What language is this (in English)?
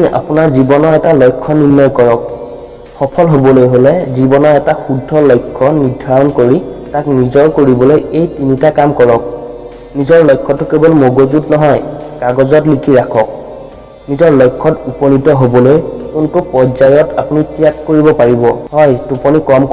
Assamese